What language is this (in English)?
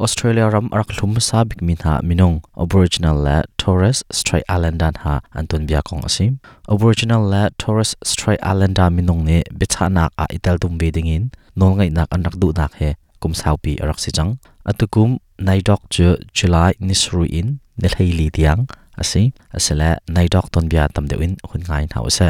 Hakha Chin